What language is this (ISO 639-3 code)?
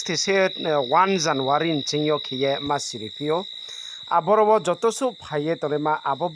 ria